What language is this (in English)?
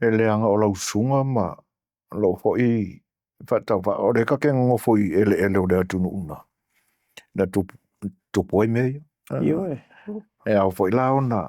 Samoan